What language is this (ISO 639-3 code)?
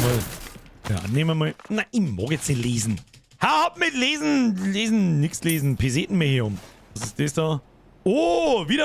bar